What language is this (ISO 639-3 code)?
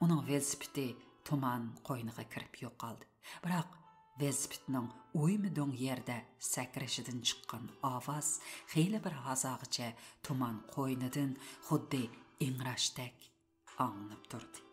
uig